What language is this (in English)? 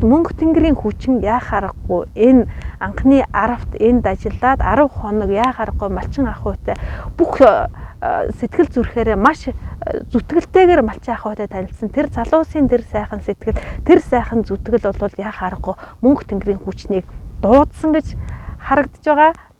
Mongolian